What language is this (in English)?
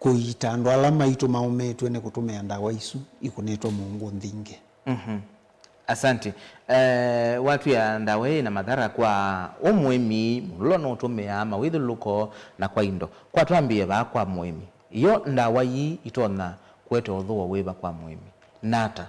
Kamba